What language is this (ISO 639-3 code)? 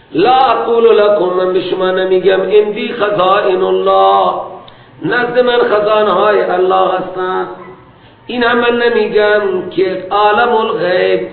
fas